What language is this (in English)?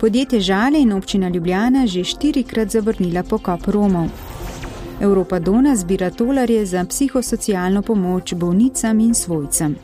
Slovenian